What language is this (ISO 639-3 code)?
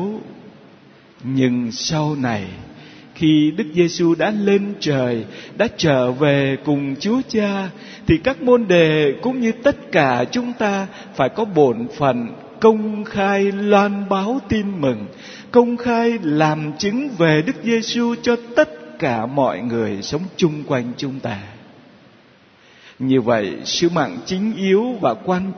vie